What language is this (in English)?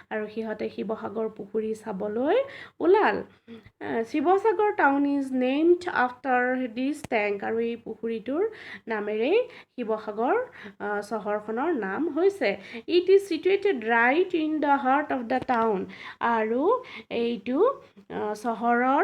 Assamese